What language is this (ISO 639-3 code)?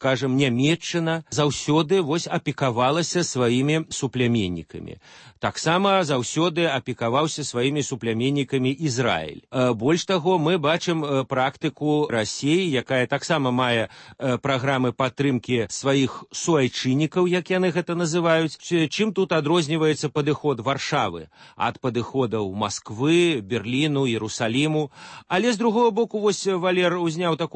bel